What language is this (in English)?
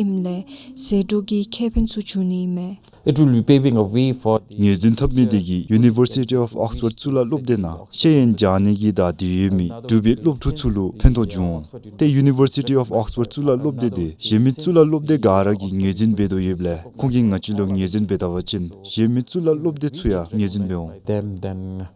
Dzongkha